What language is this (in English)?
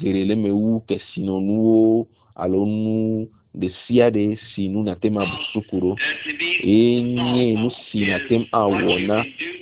Ewe